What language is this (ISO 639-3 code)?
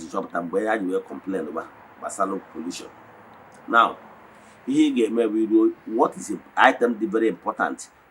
ibo